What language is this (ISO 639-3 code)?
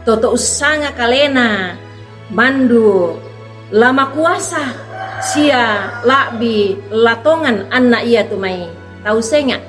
sda